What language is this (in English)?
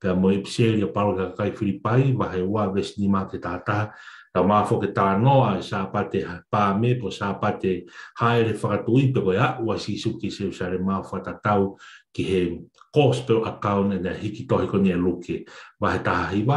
Tongan